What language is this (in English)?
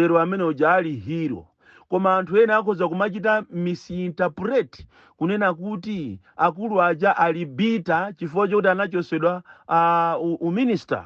Nyanja